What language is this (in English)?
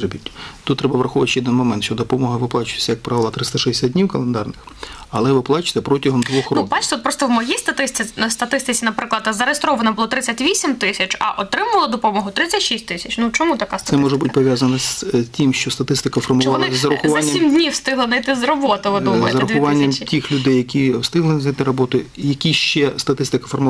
Ukrainian